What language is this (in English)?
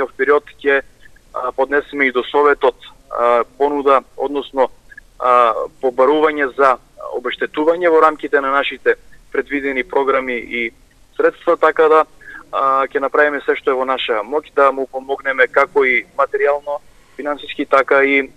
Macedonian